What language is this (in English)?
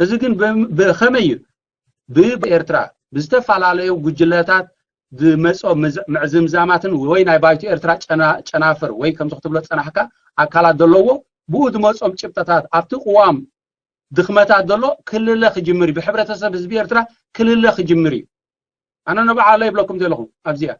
Tigrinya